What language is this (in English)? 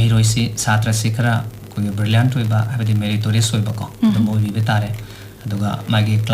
Manipuri